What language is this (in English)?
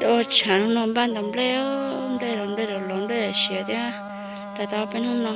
Hmong